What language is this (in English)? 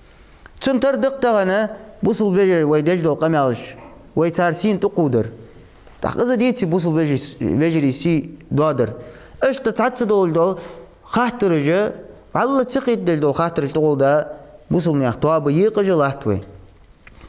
Ingush